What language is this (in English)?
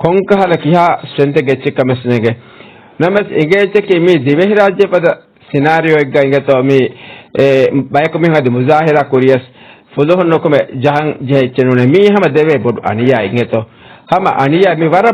Divehi